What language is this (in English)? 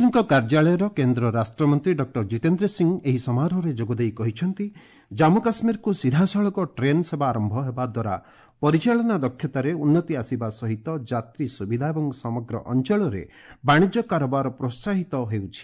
Odia